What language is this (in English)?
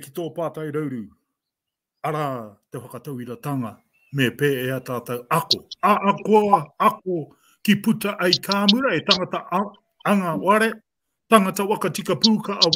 Māori